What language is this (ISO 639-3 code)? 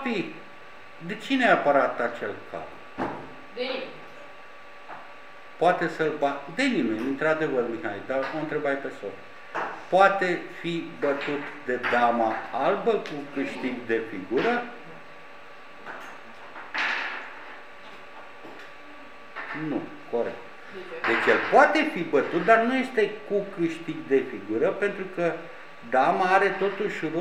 ron